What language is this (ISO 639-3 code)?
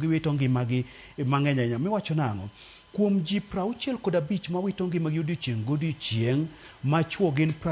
luo